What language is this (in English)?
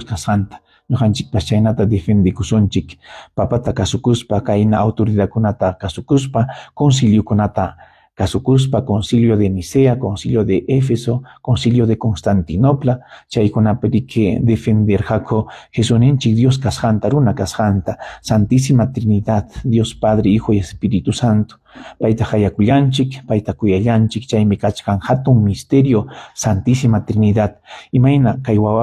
Ayacucho Quechua